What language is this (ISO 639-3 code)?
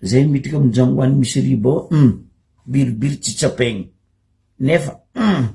mlg